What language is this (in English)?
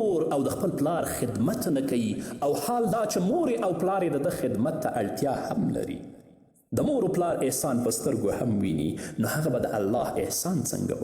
Pashto